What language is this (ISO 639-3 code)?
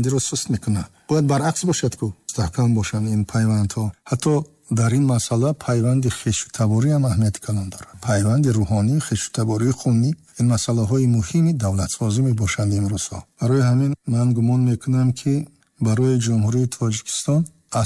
tgk